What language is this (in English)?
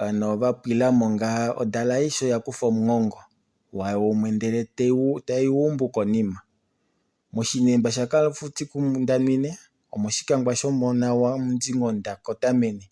Kuanyama